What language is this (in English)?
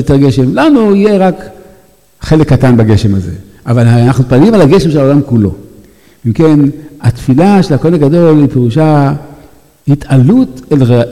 Hebrew